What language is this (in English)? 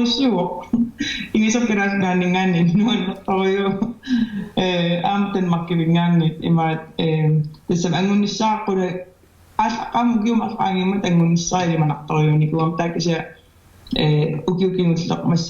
Kalaallisut